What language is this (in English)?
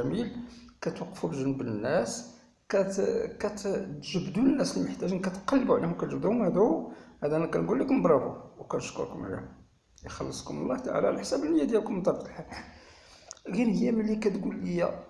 Moroccan Arabic